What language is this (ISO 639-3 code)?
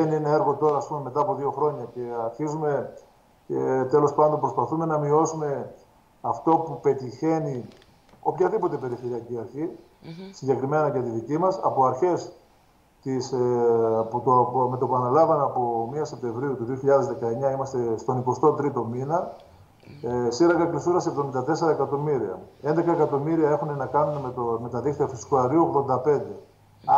ell